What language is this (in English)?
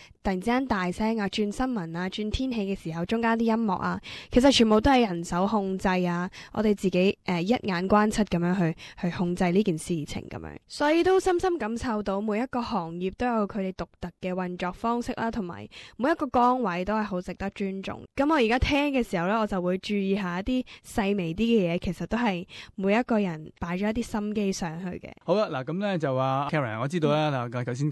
Cantonese